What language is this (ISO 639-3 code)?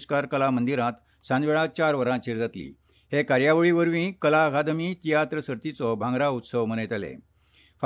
kok